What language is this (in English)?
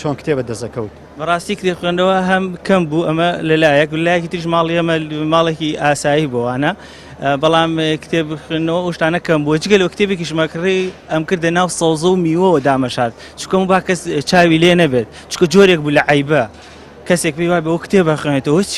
Central Kurdish